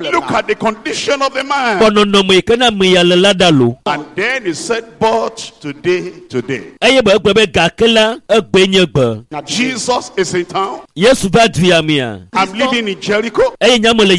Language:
Ewe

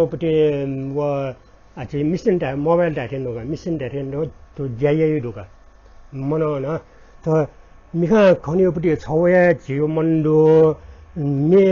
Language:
Newari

